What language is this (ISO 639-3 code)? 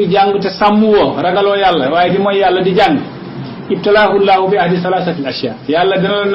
wol